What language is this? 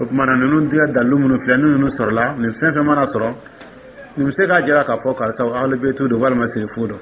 Dyula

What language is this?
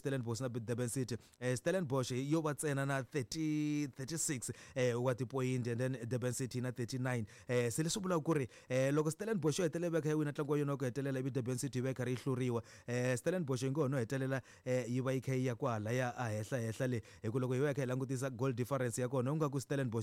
Tsonga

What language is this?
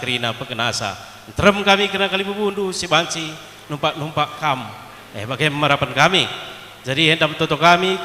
Batak Karo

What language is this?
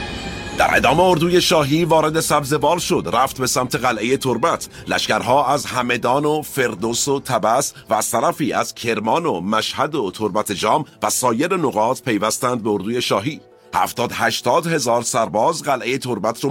Persian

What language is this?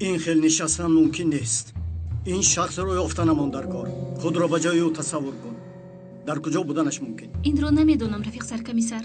Tajik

